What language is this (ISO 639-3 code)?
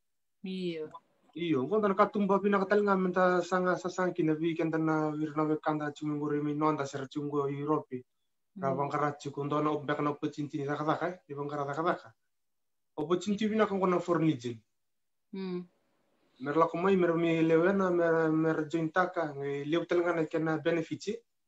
fij